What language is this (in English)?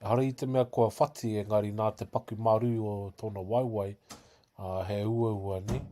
Māori